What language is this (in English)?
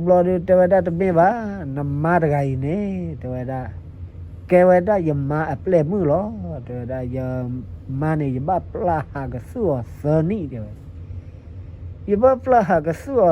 S'gaw Karen